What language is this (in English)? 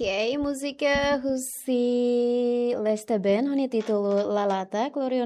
Tetum